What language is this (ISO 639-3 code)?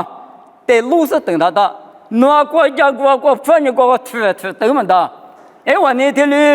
lis